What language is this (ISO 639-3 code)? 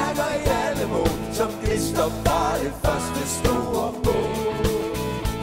dan